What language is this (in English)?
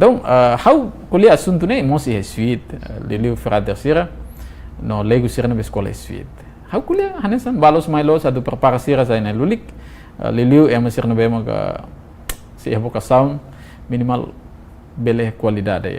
Tetum